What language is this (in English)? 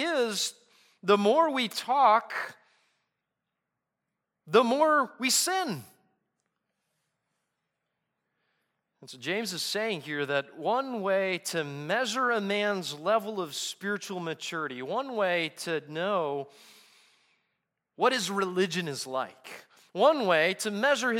English